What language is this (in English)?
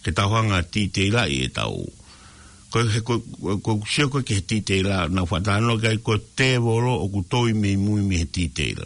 Tongan